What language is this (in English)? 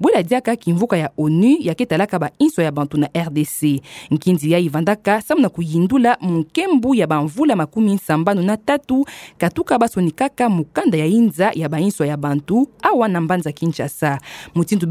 Kituba (Democratic Republic of Congo)